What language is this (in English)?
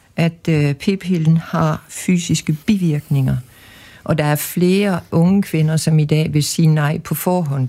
Danish